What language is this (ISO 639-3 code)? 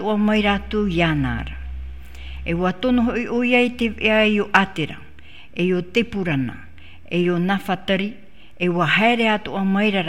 tah